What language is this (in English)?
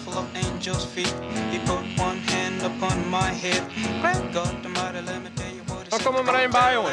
Western Frisian